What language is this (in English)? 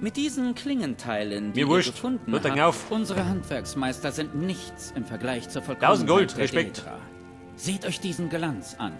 Bavarian